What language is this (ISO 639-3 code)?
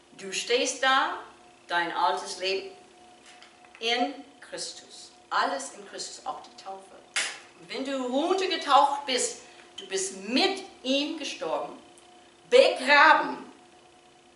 deu